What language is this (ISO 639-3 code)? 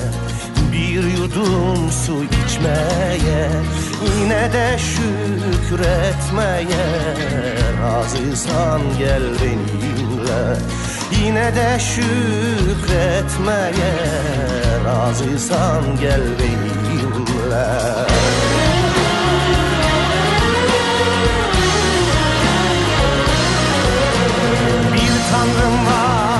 tur